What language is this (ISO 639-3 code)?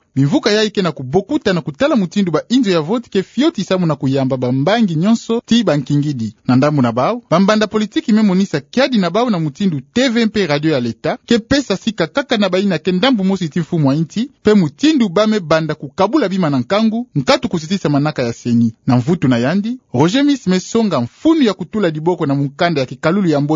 ktu